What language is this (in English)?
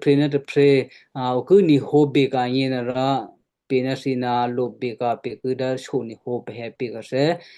Western Kayah